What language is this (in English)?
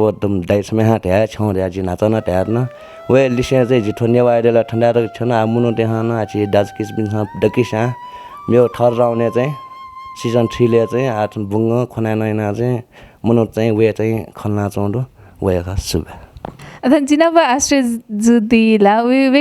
Newari